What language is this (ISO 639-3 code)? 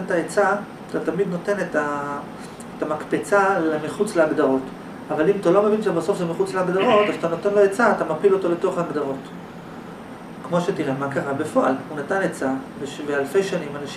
heb